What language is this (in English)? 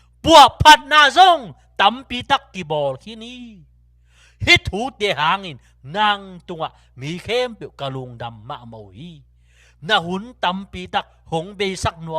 Tedim Chin